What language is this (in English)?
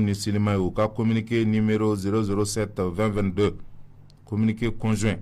Bambara